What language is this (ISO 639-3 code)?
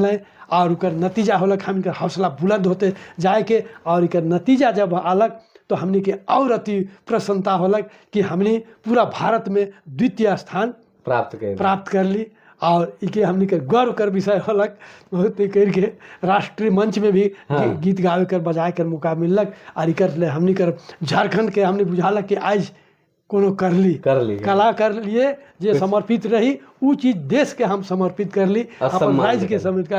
sck